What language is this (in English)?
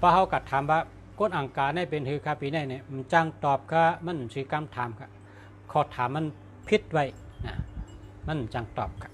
Shan